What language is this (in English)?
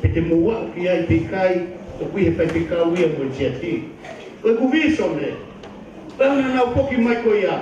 Tongan